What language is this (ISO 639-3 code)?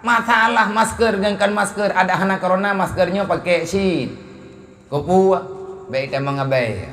ace